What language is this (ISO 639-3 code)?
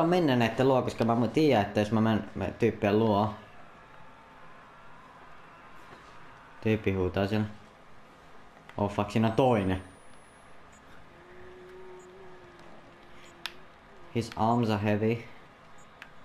fin